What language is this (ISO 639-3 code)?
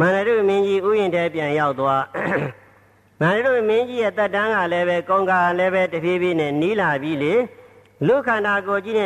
mya